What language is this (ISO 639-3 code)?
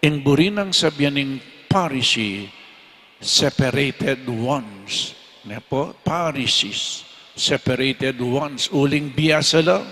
pam